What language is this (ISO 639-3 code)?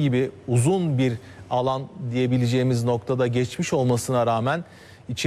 tur